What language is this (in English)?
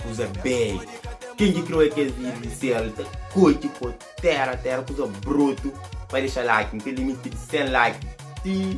Kabuverdianu